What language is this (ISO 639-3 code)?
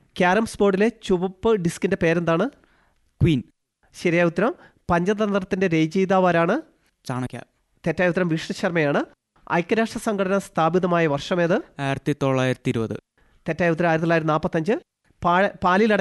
mal